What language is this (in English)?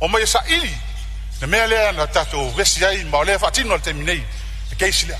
Samoan